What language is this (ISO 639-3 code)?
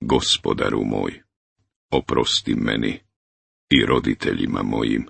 bos